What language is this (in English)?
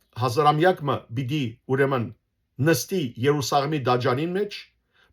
Western Armenian